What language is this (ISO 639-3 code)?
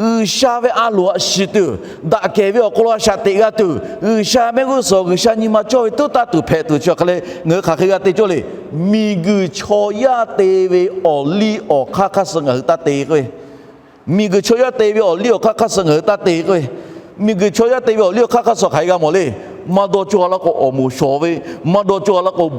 lhu